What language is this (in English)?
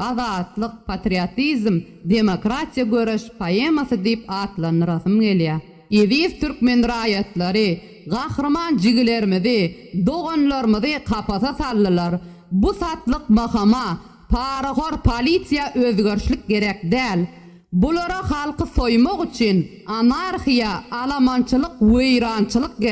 Turkmen